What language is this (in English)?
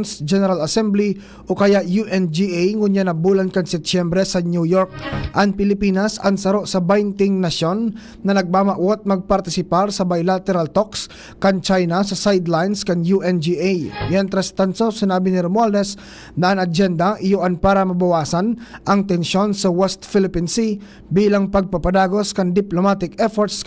Bikol